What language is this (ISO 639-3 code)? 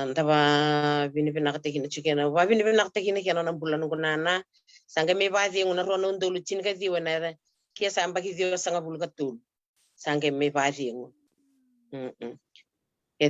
fij